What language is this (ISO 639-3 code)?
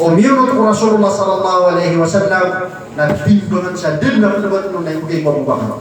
mrw